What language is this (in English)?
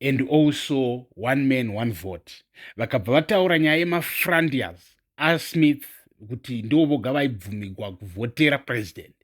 Shona